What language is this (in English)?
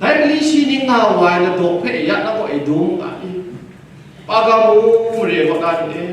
Kachin